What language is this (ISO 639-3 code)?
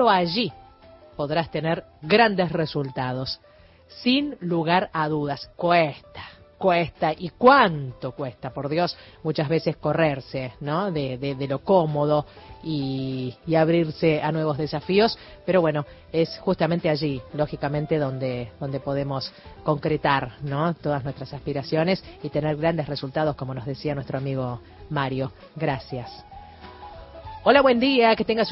spa